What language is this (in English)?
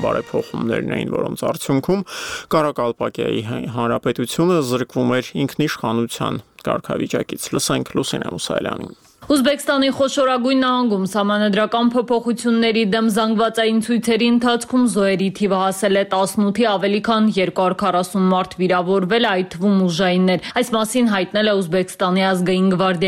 Armenian